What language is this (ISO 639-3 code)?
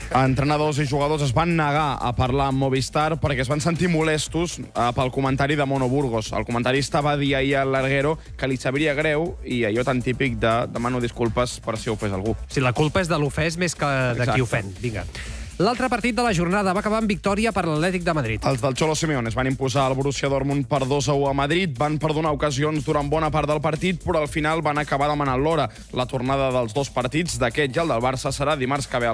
cat